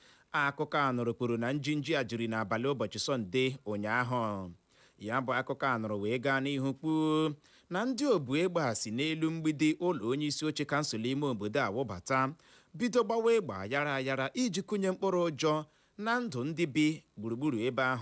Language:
Igbo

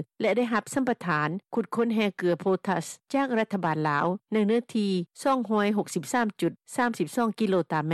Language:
Lao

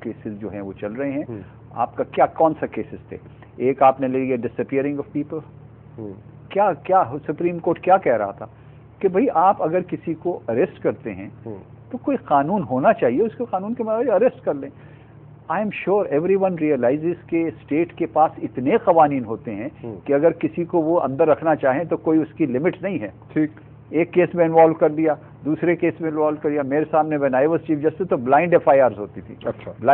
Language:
Urdu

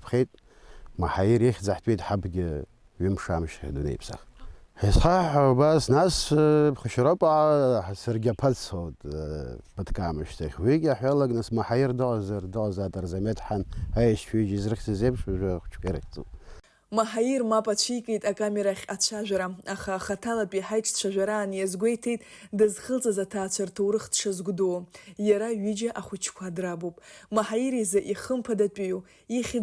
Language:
Abkhazian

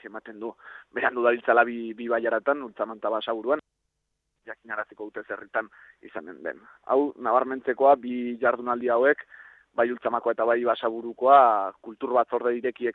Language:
Basque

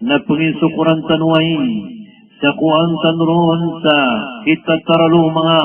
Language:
Maranao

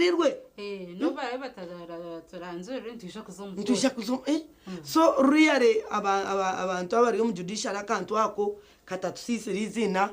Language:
Nyankole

